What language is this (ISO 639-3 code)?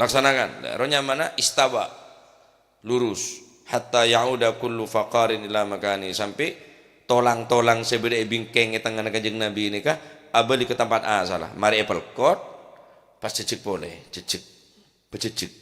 mad